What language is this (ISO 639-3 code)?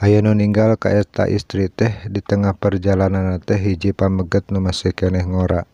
sun